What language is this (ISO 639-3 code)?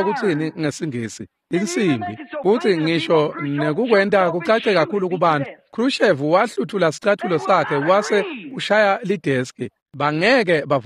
ssw